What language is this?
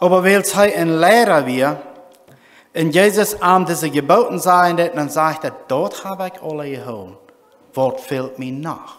Plautdietsch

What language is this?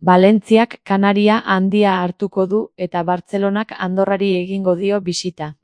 Basque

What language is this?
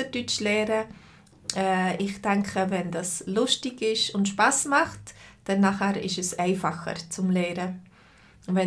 Swiss German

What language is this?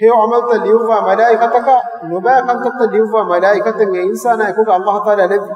Divehi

